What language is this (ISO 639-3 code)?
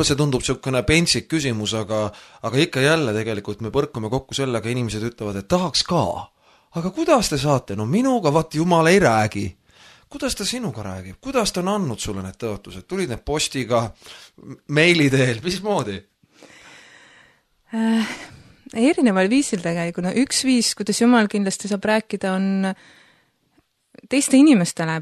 est